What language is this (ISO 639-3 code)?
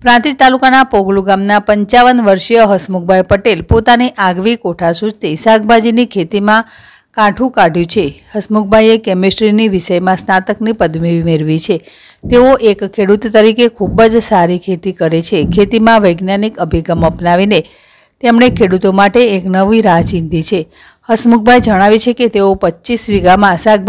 guj